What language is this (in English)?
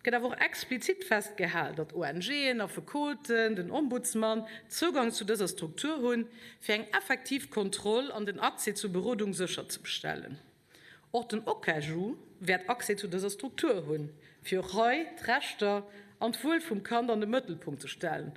Luxembourgish